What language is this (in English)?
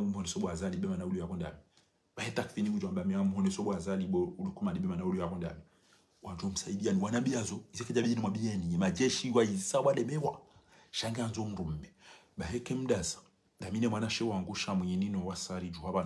Ngazidja Comorian